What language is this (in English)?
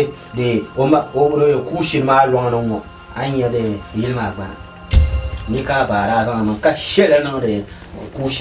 Dagbani